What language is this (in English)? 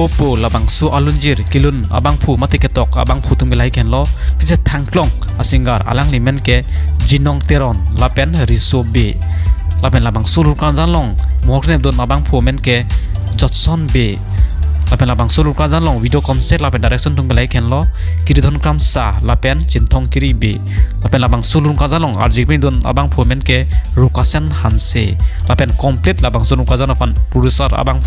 Karbi